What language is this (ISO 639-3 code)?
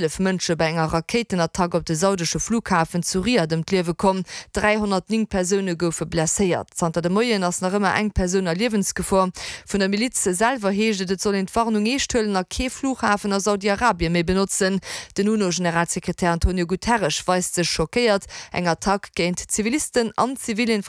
ltz